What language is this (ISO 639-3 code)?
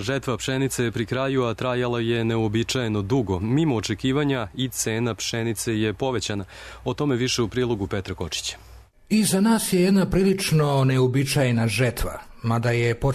srp